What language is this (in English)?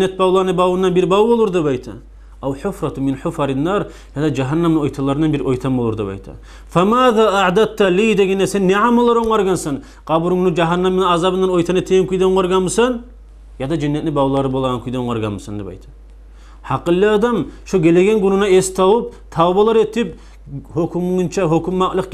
Kumyk